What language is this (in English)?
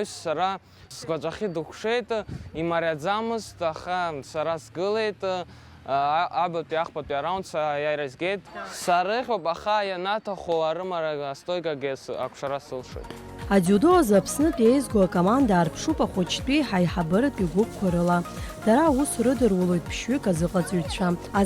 Abkhazian